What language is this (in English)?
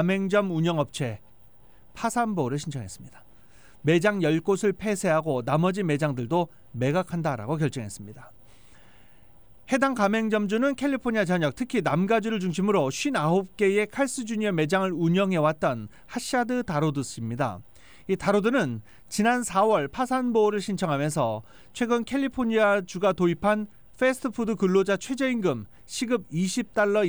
Korean